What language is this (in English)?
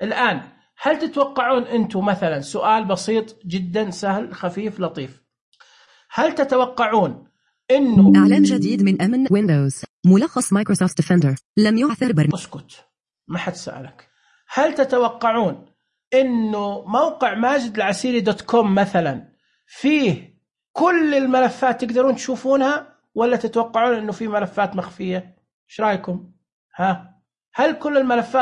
Najdi Arabic